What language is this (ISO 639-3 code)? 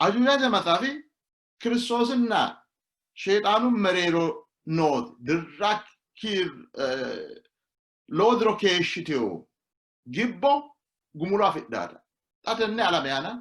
sid